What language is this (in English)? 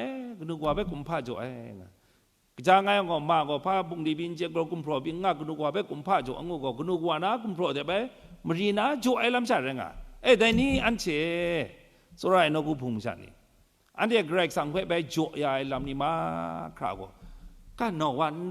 Kachin